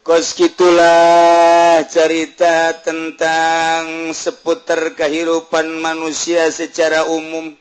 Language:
Sundanese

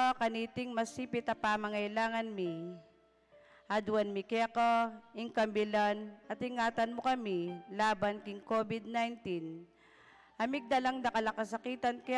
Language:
Pampanga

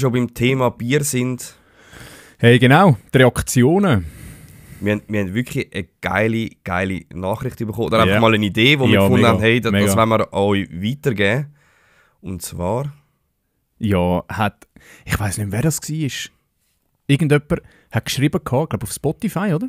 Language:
Swiss German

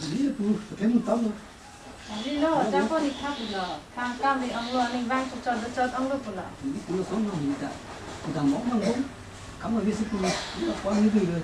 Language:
Karbi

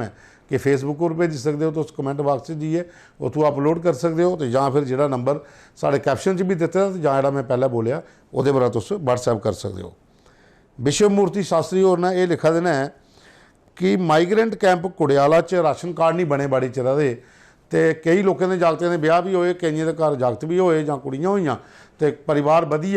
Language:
Dogri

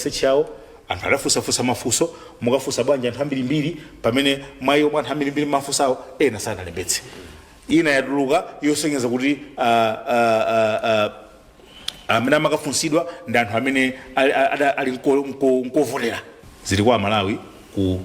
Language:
Nyanja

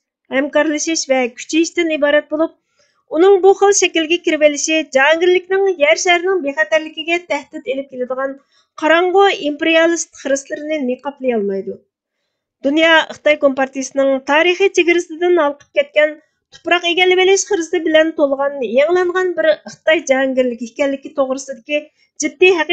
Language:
Uyghur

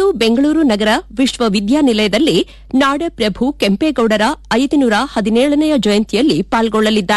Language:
Kannada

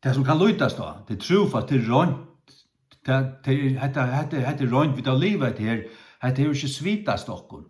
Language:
Faroese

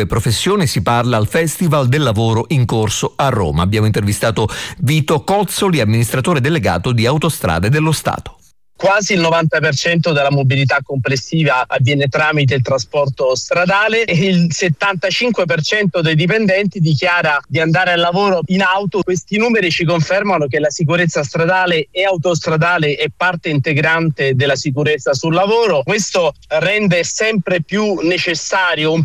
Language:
Italian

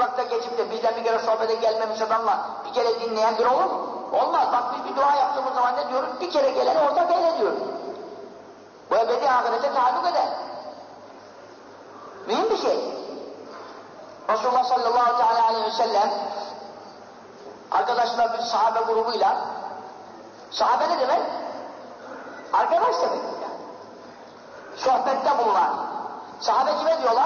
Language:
Turkish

